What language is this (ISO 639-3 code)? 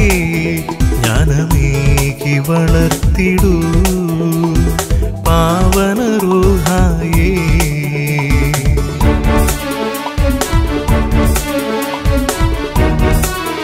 mal